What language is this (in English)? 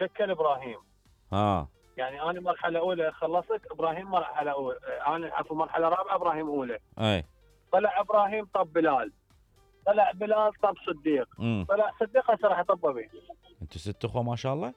Mesopotamian Arabic